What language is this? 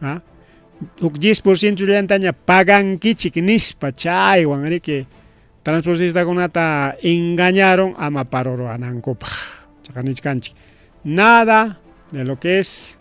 Ayacucho Quechua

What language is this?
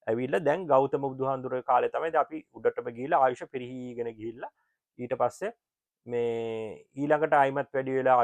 Sinhala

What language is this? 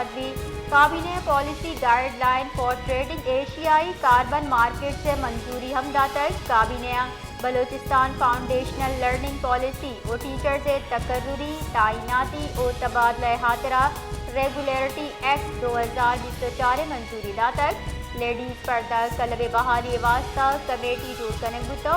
Baluchi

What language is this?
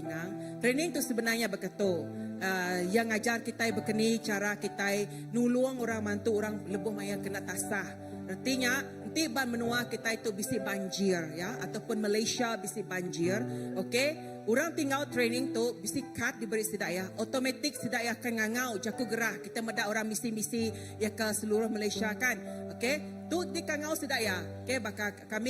Iban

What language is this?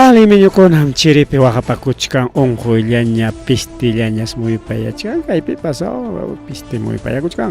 Ayacucho Quechua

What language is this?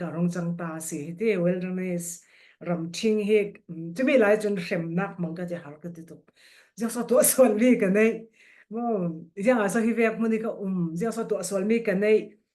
Falam Chin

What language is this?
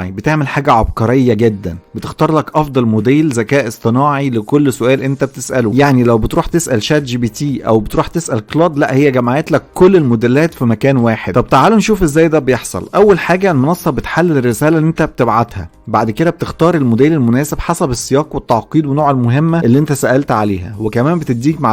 Egyptian Arabic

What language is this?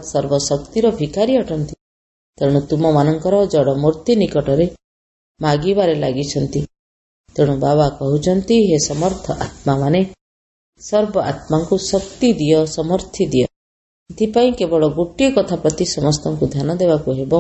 Odia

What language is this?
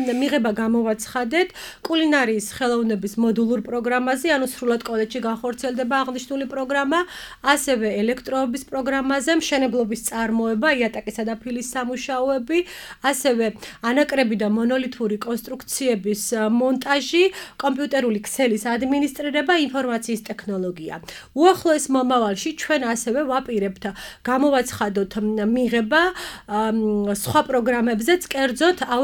Georgian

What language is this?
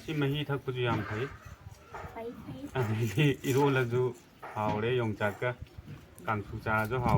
Manipuri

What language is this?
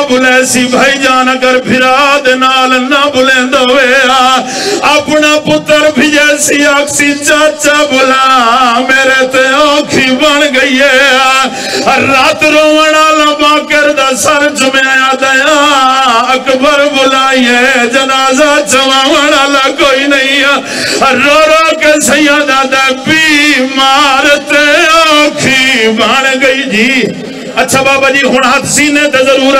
Saraiki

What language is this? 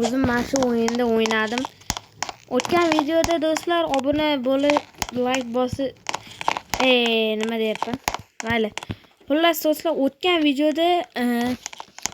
Uzbek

